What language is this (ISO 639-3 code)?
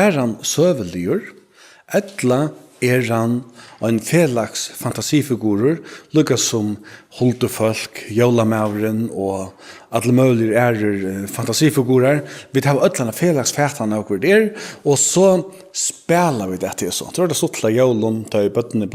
fao